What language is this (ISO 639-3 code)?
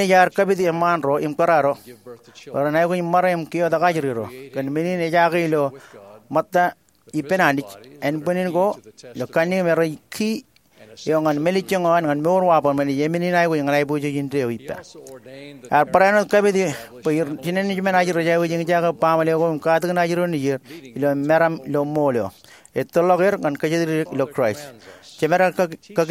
mah